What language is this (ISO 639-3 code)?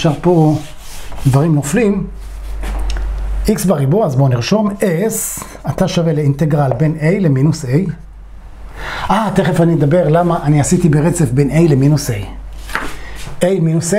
heb